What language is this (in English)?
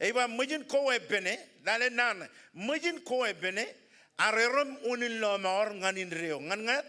Marshallese